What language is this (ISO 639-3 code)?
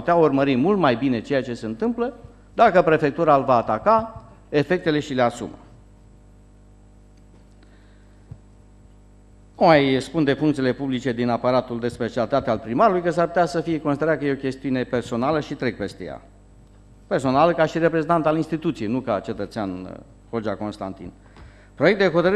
ron